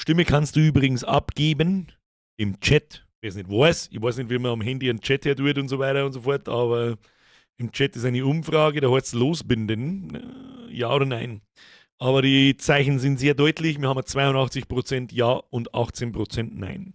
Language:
Bavarian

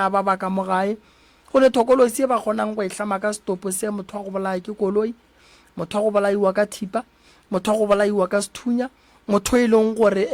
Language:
Northern Sotho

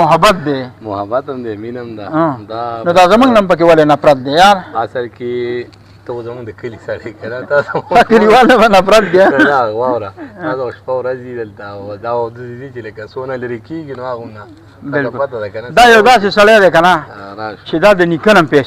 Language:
Pashto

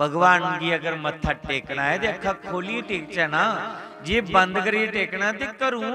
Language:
Dogri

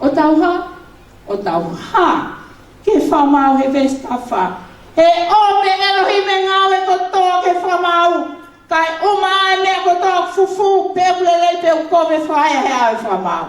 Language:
Tongan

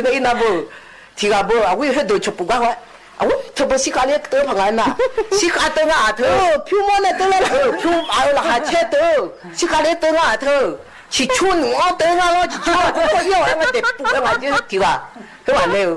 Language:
Akha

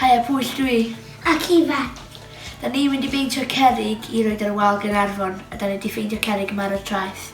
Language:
Welsh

